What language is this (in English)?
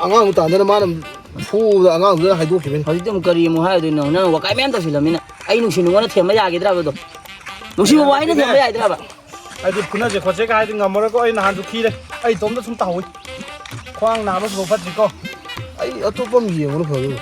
Manipuri